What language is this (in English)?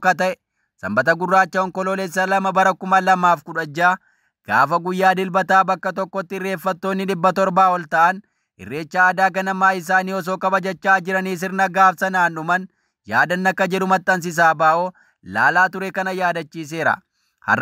Oromo